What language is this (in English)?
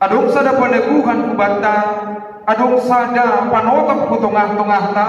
Batak Simalungun